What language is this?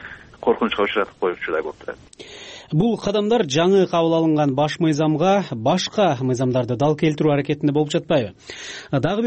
Kyrgyz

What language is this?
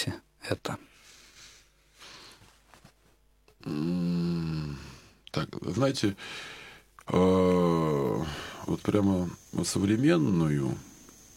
Russian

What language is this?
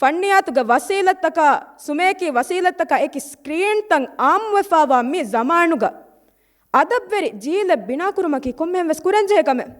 Divehi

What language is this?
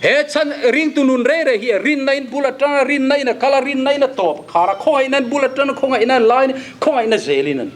Mizo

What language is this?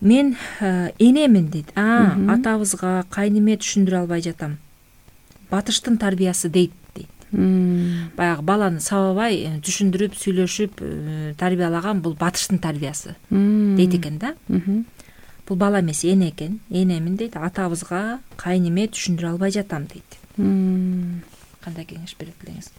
Kyrgyz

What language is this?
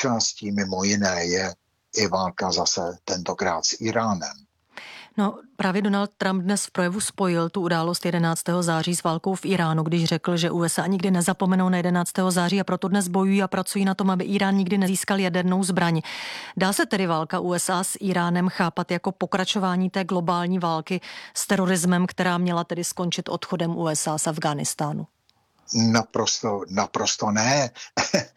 Czech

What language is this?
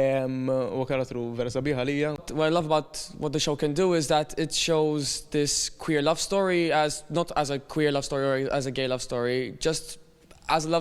Maltese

